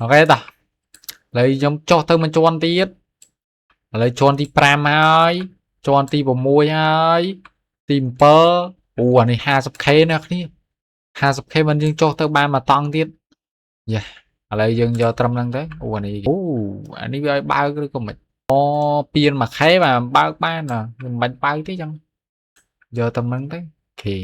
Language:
Khmer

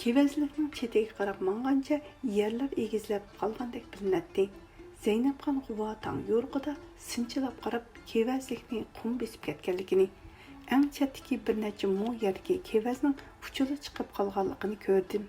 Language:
Uyghur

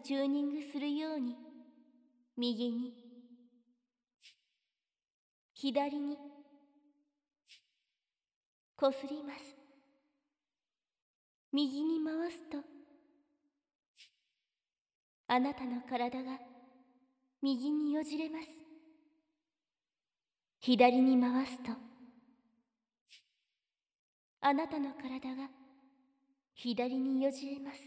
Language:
Japanese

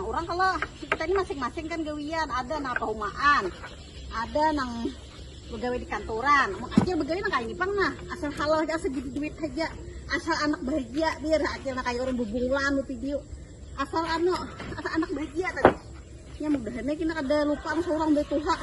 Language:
Banjar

